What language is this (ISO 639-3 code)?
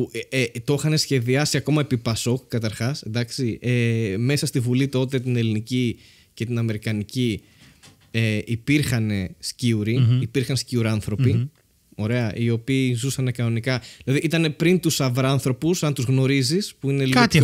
ell